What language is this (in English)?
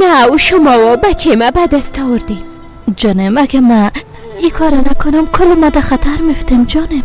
Persian